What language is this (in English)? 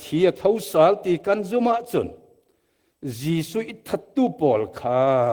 Falam Chin